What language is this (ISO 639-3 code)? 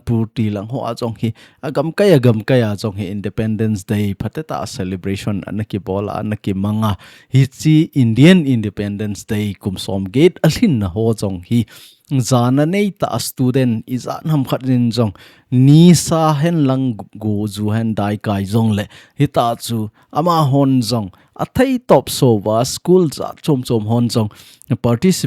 tcz